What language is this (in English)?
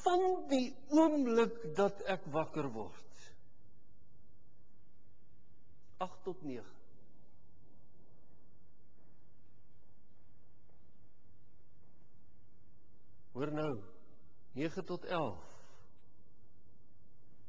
Afrikaans